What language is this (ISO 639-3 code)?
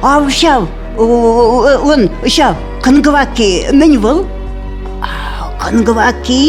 chv